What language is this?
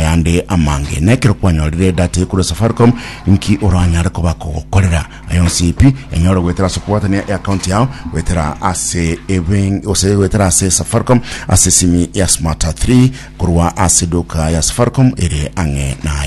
Gusii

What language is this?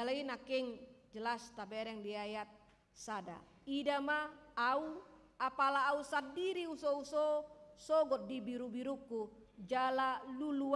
Batak Toba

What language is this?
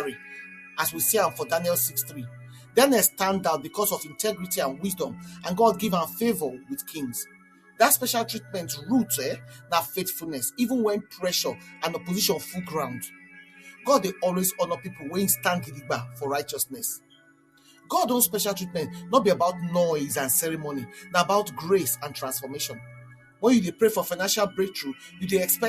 Nigerian Pidgin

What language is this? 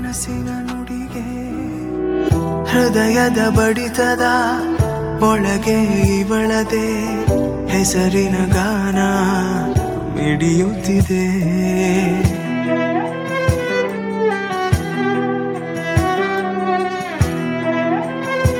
Kannada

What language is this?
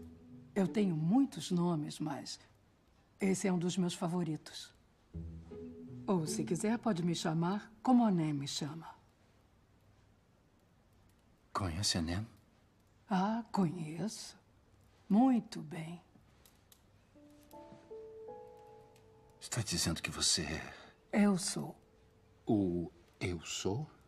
Portuguese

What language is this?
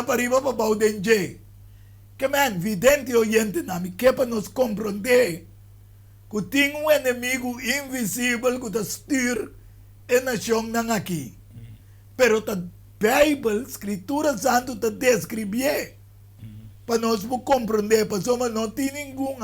Papiamento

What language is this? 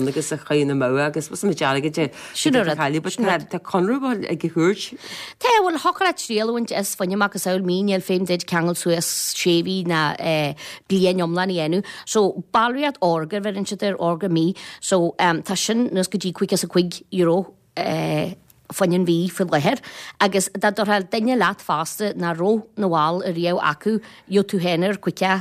Irish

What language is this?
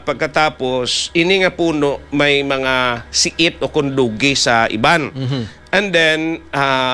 Hiligaynon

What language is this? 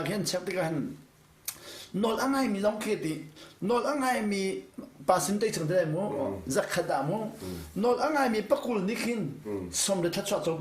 Hakha Chin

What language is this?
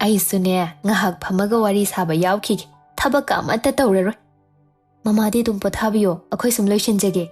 Manipuri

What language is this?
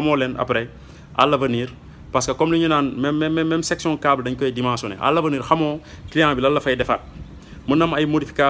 Wolof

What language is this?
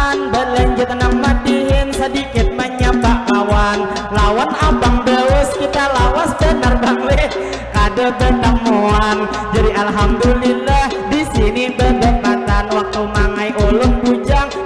Banjar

